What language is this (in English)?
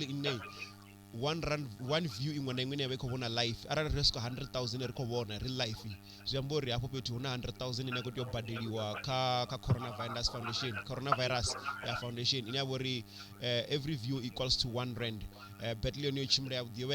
Venda